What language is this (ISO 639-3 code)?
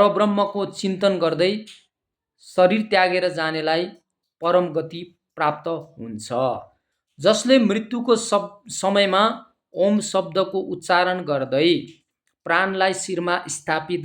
nep